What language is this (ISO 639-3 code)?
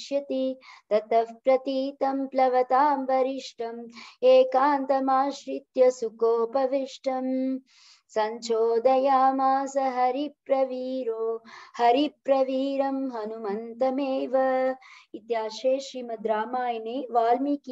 san